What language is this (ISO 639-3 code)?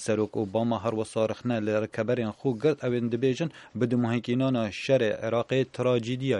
ckb